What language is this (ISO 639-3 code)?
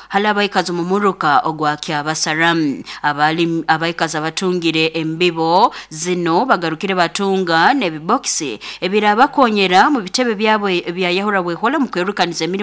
nyn